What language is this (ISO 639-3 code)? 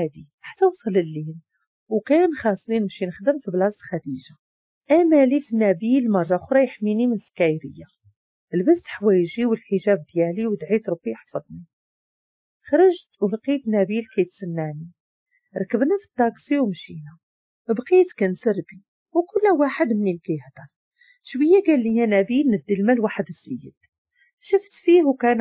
ary